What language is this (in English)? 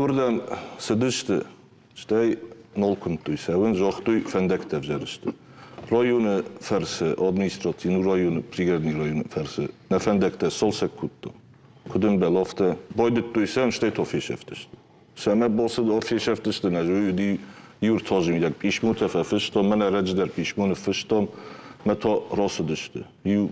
Ossetic